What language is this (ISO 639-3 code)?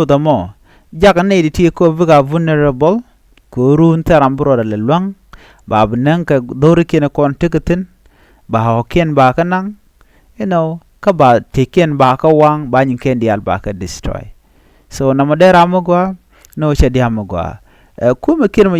nus